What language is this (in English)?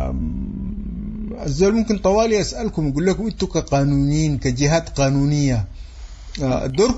Sudanese Arabic